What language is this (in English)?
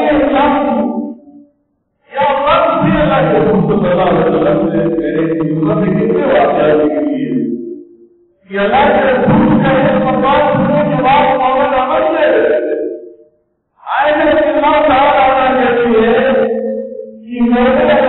Urdu